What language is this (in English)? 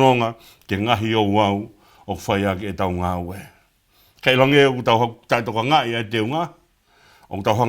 Tongan